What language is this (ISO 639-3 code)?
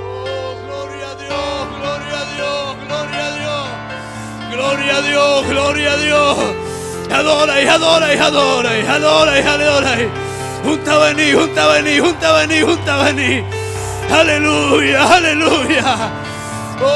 quy